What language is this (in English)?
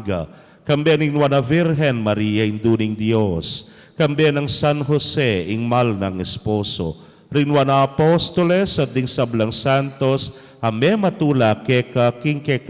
Pampanga